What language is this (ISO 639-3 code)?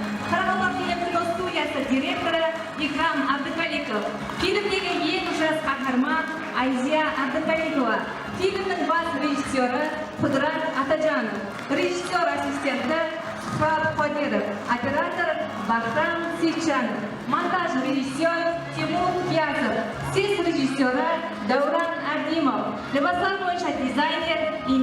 kaa